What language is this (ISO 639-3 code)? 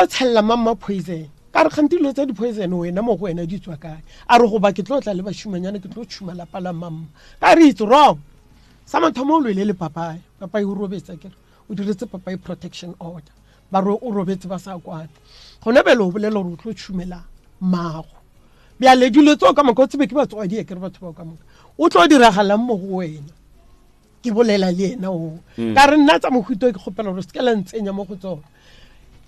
nso